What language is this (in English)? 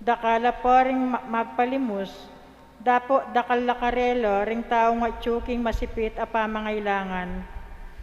Pampanga